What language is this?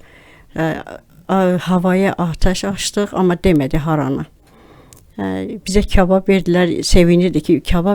Azerbaijani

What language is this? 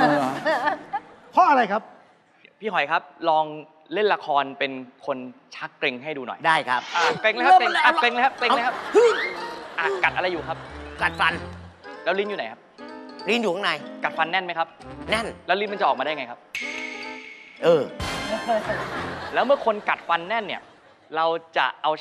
Thai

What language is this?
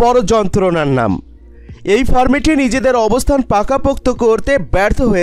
Bangla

